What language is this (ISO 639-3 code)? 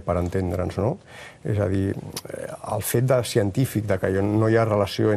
cat